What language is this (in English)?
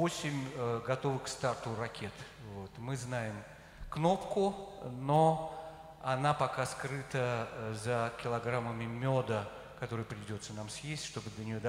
Russian